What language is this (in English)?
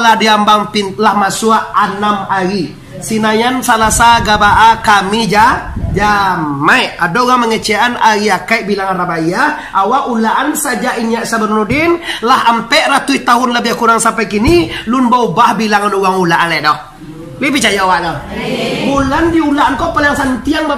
Minangkabau